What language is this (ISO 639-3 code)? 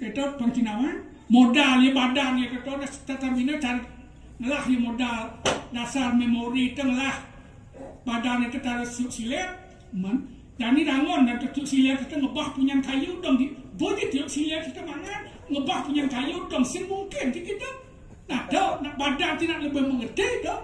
ban